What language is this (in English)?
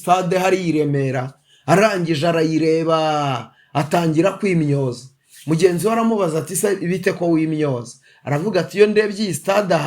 Kinyarwanda